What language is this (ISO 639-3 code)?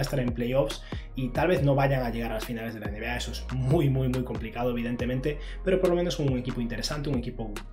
spa